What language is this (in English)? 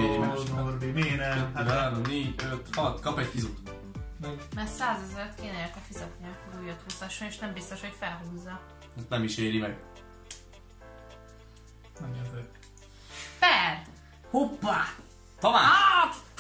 Hungarian